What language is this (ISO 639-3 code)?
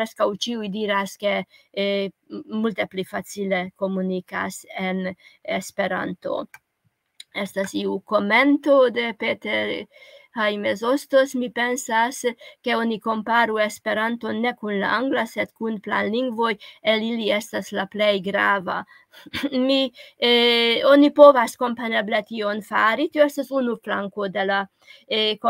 epo